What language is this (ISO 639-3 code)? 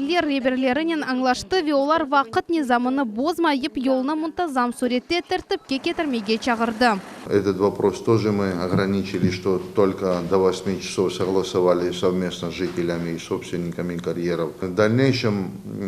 crh